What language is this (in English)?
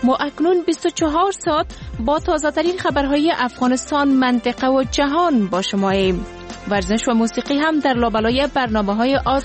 Persian